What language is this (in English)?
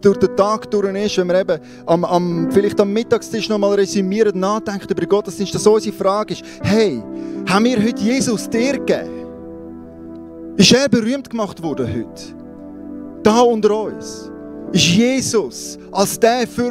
Swiss German